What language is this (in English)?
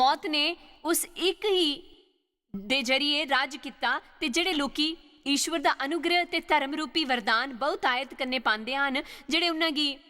Dogri